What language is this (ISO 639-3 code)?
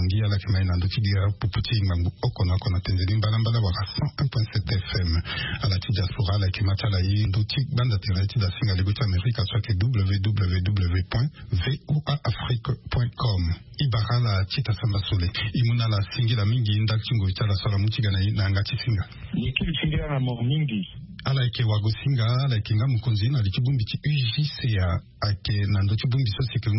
sag